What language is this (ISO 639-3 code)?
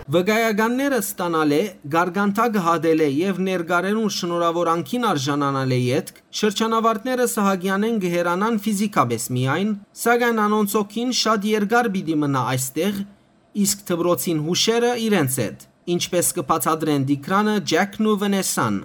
hyw